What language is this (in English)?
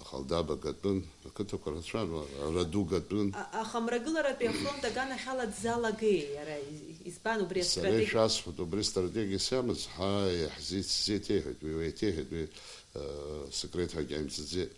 Abkhazian